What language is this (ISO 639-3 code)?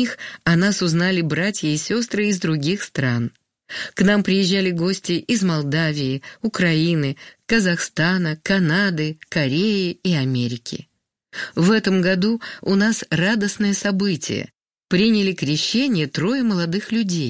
rus